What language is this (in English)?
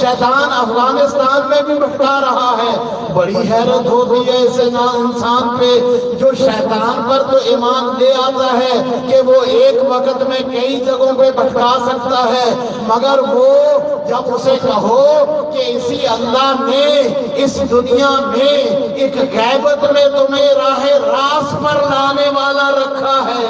Saraiki